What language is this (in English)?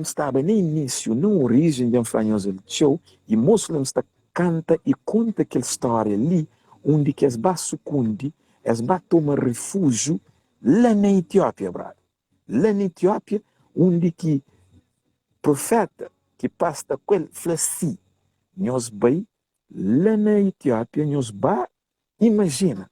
Kabuverdianu